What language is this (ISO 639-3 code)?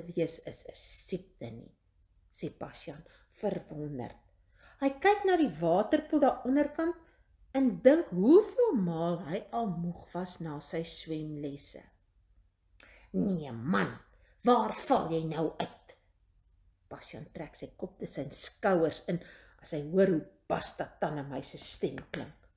afr